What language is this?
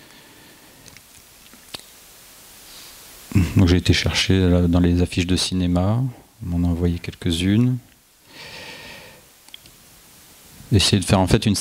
French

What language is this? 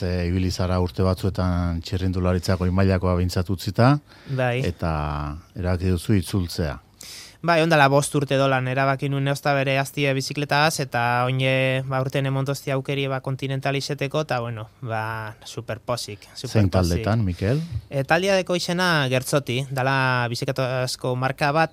Basque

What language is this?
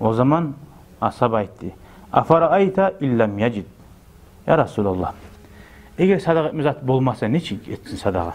Kumyk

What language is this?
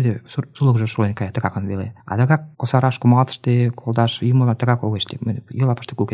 Mari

